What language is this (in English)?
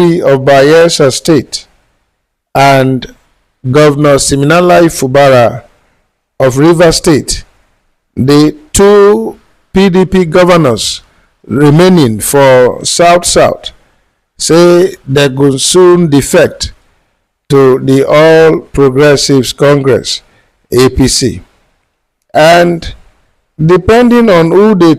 Nigerian Pidgin